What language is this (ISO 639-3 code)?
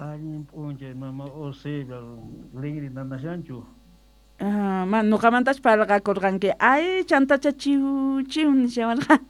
que